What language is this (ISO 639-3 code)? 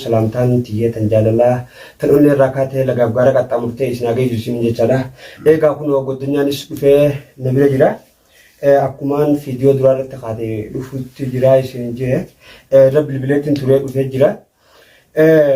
orm